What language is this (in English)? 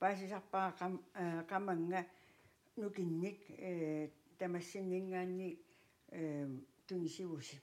Kalaallisut